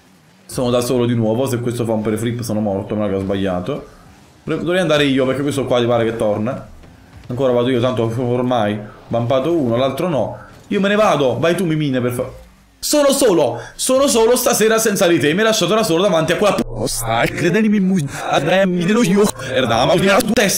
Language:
Italian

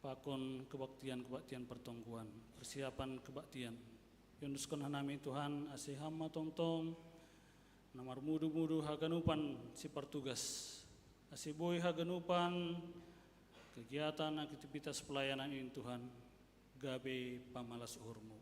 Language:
Batak Simalungun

